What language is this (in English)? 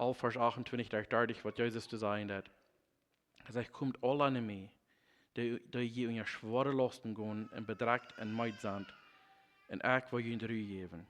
Plautdietsch